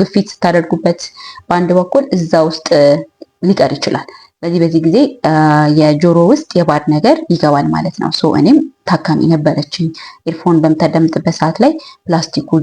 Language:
Amharic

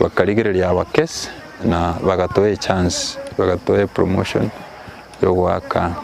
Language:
Gusii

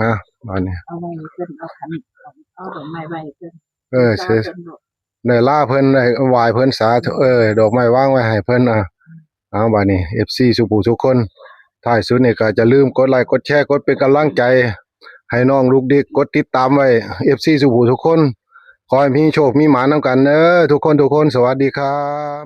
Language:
Northeastern Thai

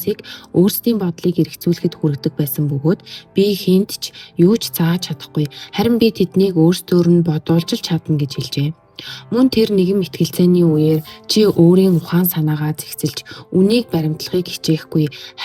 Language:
Mongolian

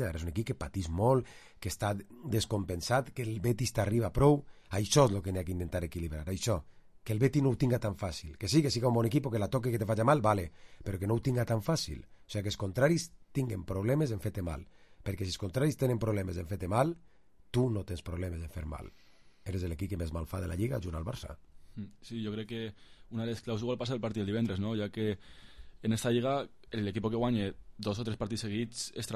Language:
Catalan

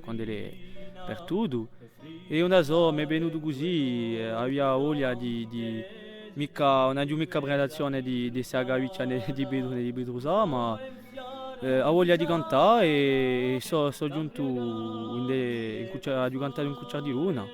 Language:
Corsican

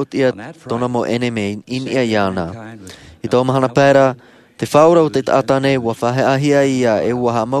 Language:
Tahitian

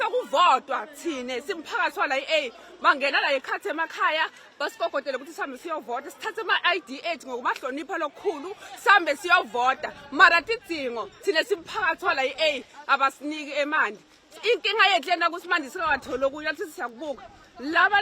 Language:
Zulu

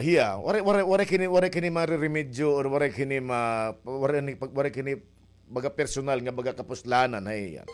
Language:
Waray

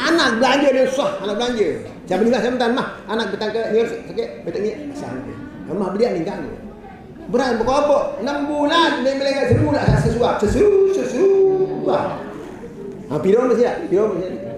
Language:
Sasak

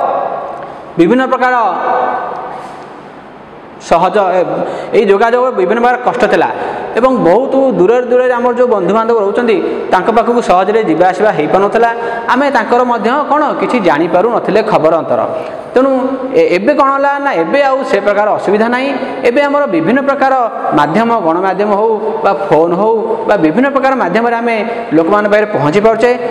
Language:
Odia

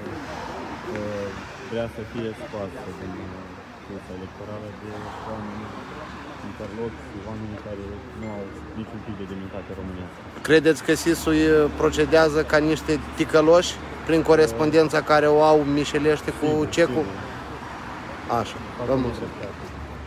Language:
Romanian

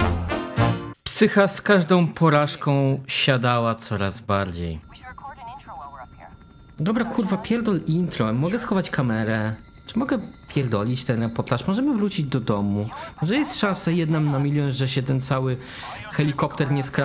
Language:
Polish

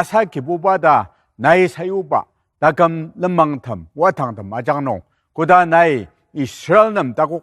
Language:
Ao Naga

